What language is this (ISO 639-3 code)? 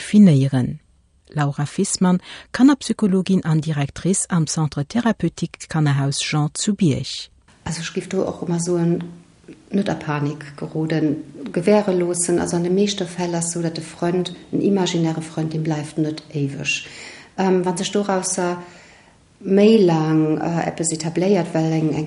ltz